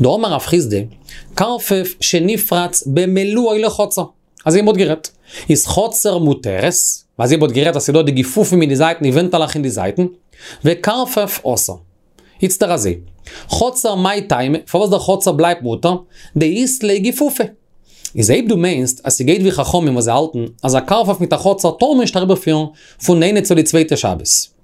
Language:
Yiddish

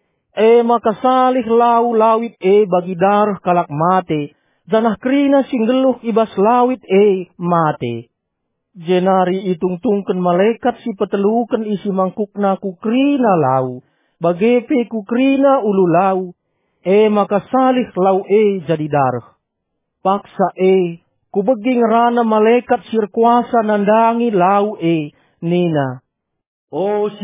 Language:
Batak Karo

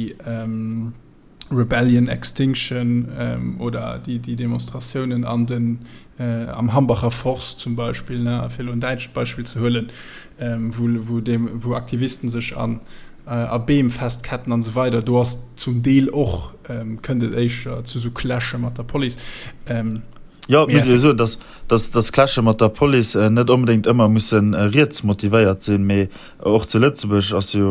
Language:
Luxembourgish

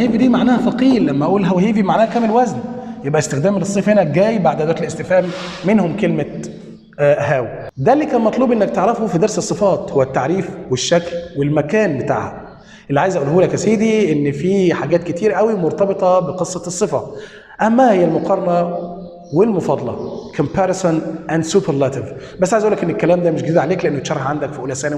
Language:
Egyptian Arabic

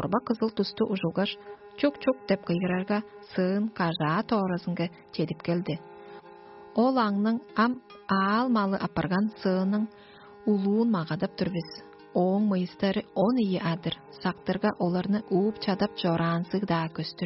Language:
Tuvinian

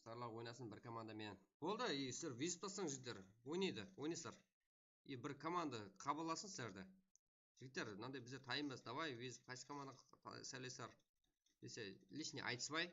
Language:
Kara-Kalpak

